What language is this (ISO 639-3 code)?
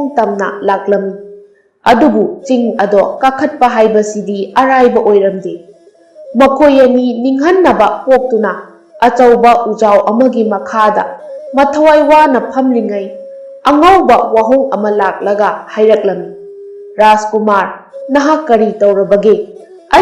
mni